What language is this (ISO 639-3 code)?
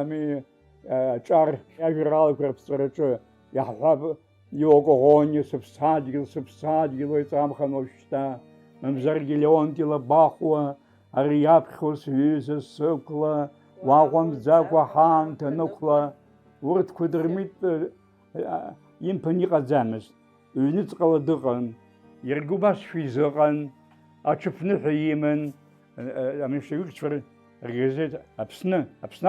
abk